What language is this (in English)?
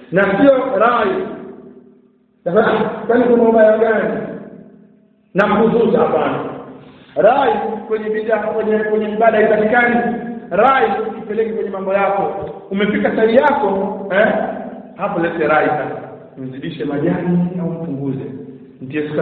Swahili